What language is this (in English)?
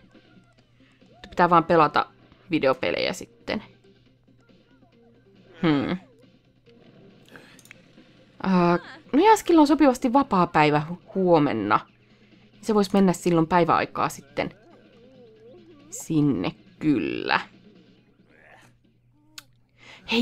Finnish